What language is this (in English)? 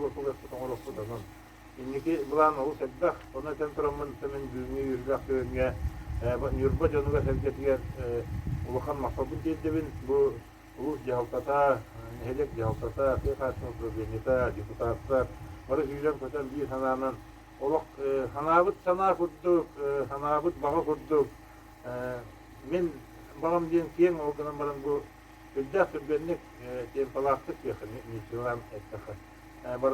Yakut